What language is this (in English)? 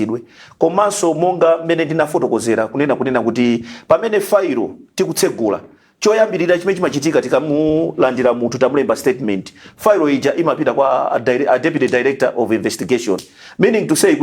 Nyanja